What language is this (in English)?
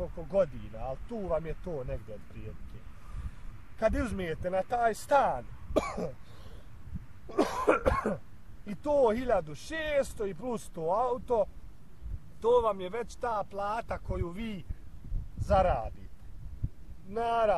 Bosnian